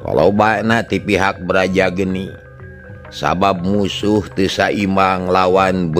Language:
Sundanese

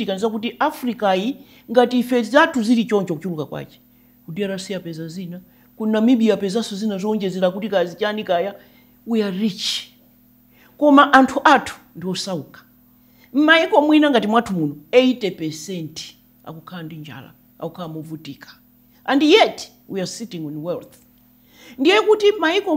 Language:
Nyanja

